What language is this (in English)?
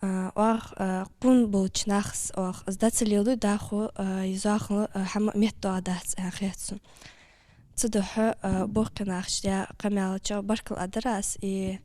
Ingush